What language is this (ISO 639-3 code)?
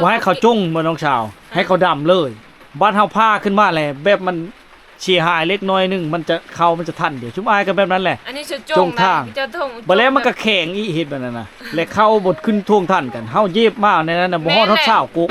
lao